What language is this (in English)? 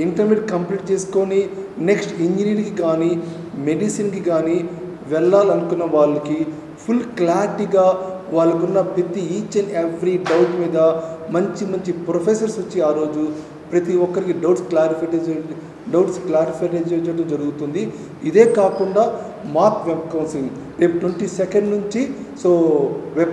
Telugu